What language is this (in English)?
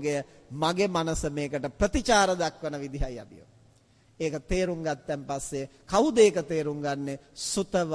Sinhala